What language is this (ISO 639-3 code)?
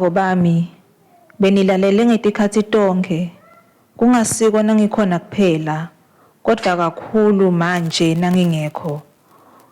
ssw